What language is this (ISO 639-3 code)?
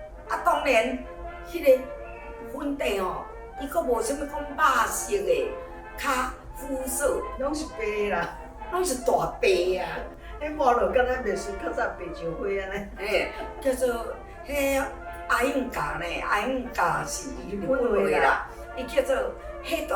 nan